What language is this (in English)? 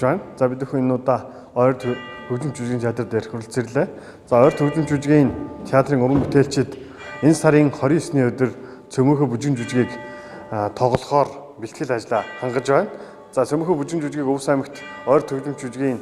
Mongolian